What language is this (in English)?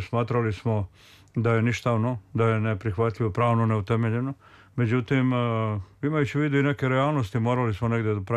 Serbian